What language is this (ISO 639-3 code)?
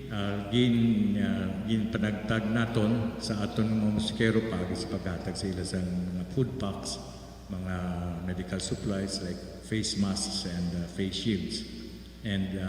hil